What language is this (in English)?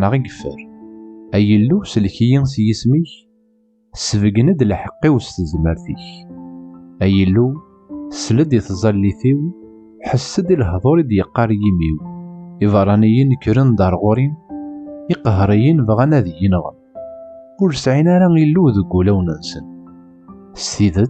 Kabyle